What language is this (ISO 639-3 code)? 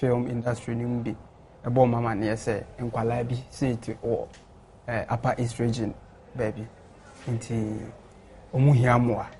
aka